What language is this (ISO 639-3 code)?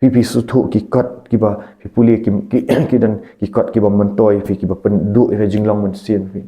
kha